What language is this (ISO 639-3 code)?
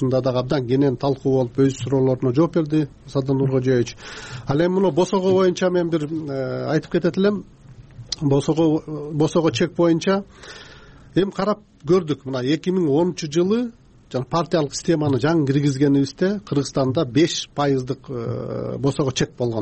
kir